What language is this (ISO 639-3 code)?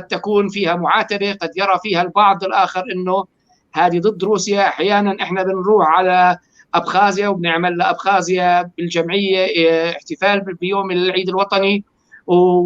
apc